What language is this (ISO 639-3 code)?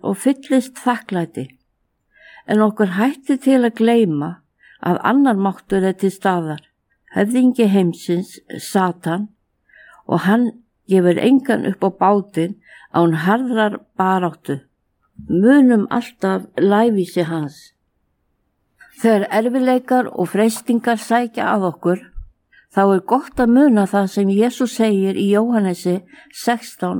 isl